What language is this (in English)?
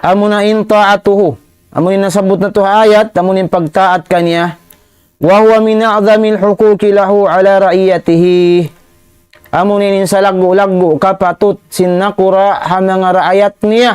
Tausug